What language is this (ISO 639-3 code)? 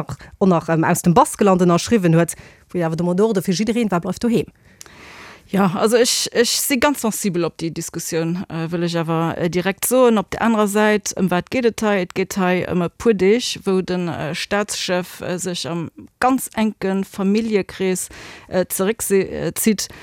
ltz